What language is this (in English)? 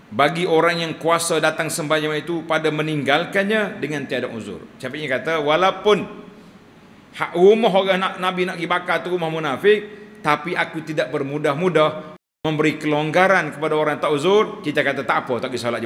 Malay